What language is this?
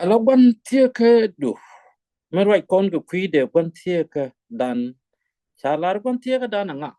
Nuer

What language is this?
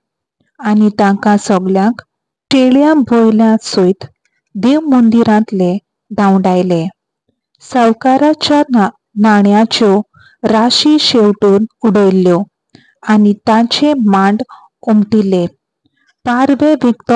Konkani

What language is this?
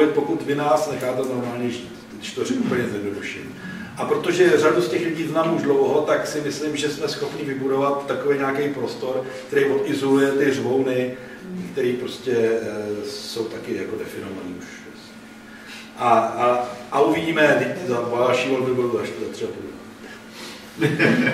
Czech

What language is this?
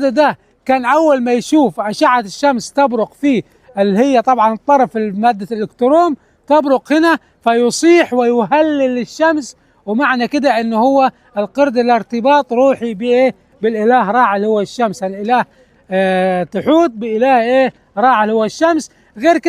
Egyptian Arabic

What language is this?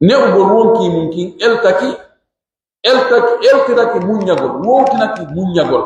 Pular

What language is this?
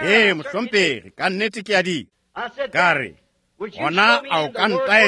Northern Sotho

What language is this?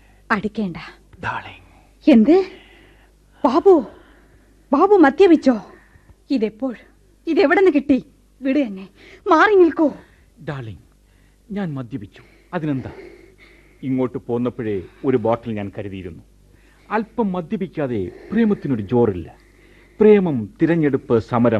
Malayalam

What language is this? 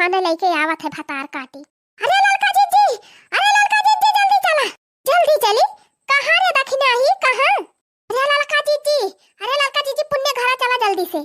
Awadhi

